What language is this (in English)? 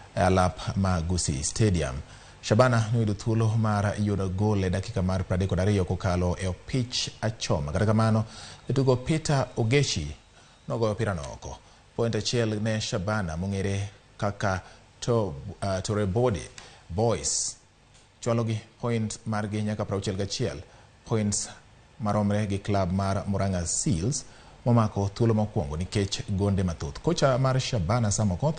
Luo (Kenya and Tanzania)